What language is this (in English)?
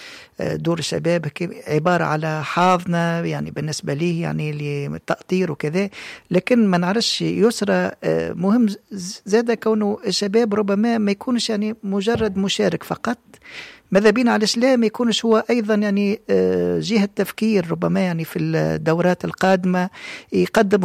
Tunisian Arabic